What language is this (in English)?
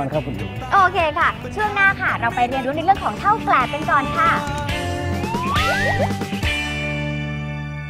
Thai